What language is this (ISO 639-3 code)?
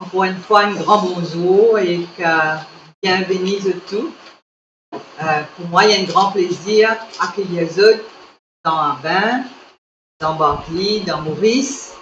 mfe